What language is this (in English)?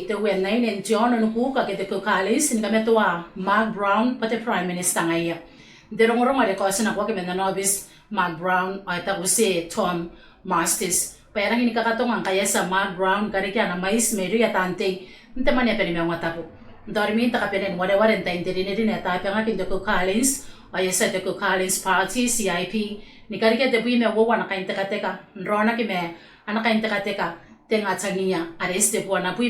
Gilbertese